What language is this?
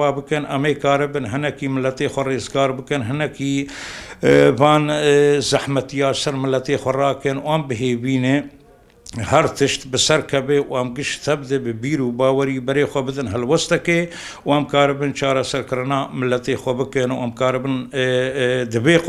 Kurdish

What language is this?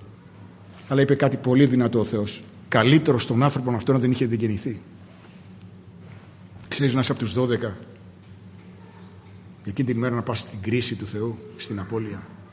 Greek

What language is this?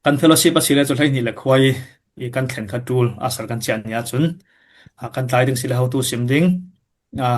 Falam Chin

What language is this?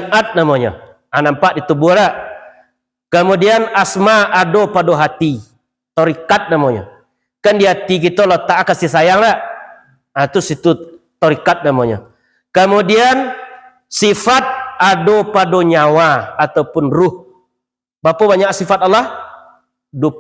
Minangkabau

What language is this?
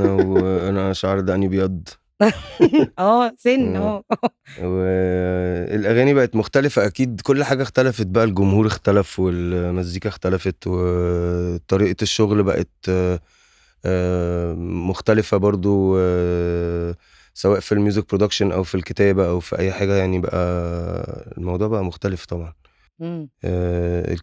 Egyptian Arabic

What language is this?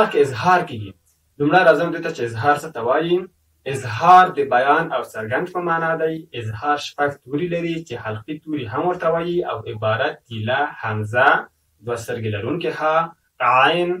Pashto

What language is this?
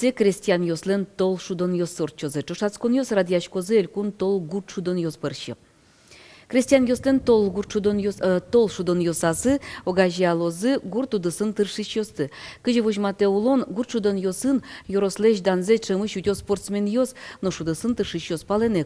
Udmurt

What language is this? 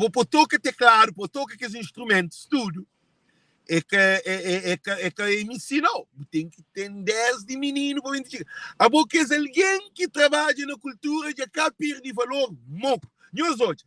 Kabuverdianu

